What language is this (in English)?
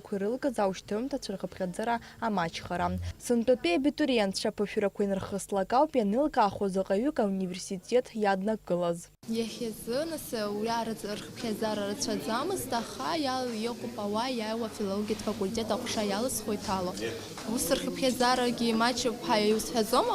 Abkhazian